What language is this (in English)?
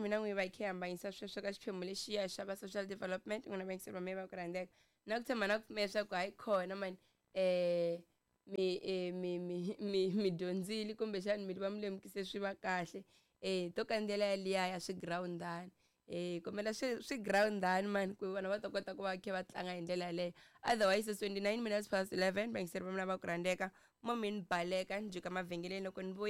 Tsonga